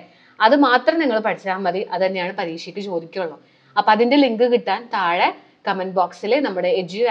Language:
Malayalam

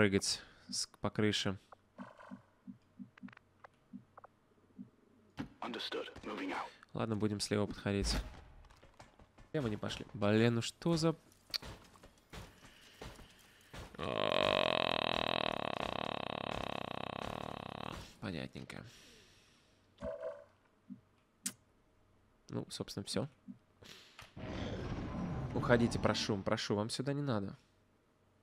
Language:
Russian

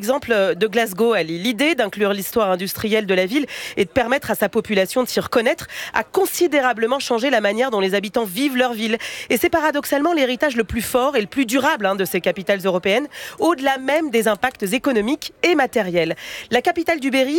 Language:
French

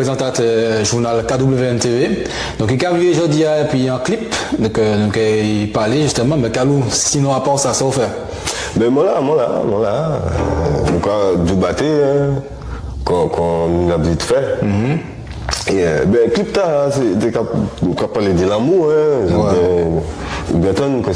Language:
Guadeloupean Creole French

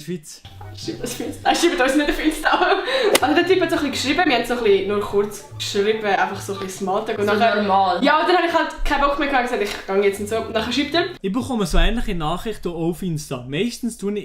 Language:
Swiss German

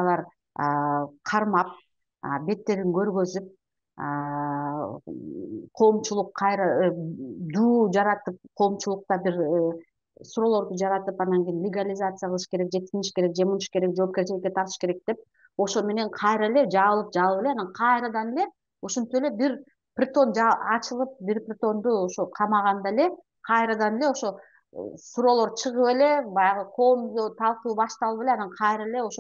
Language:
Kyrgyz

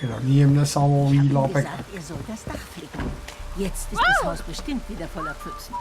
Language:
Swiss German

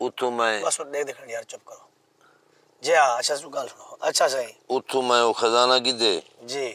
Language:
Saraiki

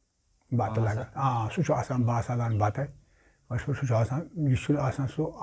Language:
Kashmiri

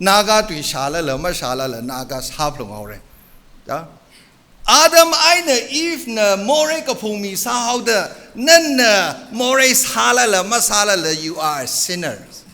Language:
Tangkhul Naga (India)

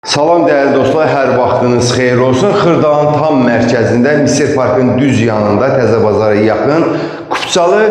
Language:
Azerbaijani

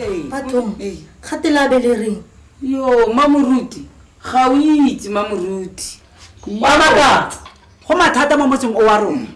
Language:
Tswana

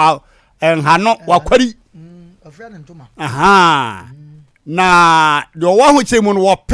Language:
Akan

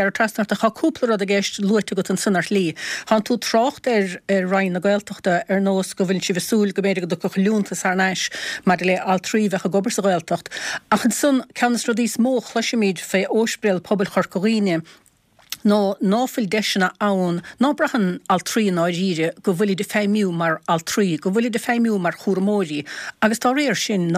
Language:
Irish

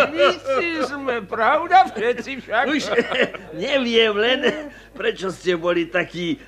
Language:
Slovak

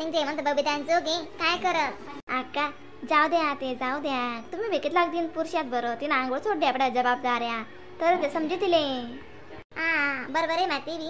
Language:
Khandesi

